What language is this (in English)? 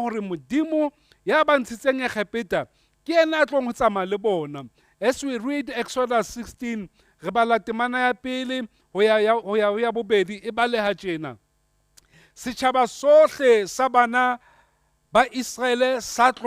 Southern Sotho